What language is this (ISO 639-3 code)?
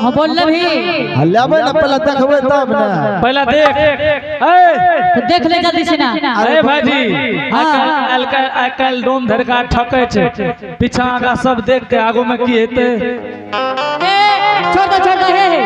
anp